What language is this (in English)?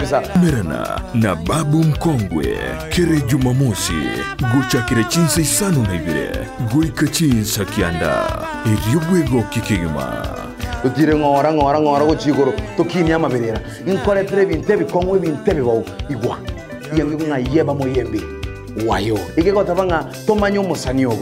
Gusii